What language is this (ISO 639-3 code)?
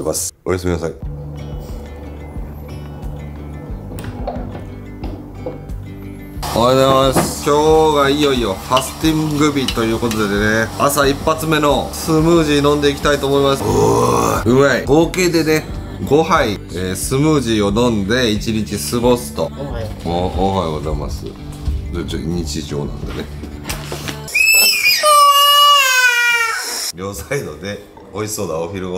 jpn